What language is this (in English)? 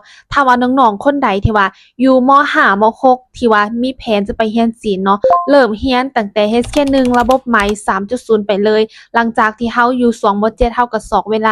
Lao